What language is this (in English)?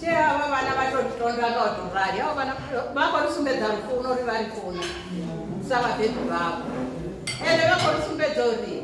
Venda